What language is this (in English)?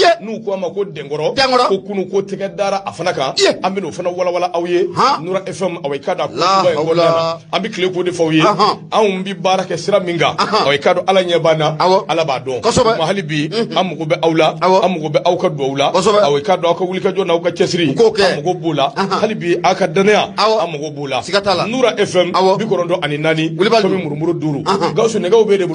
Bambara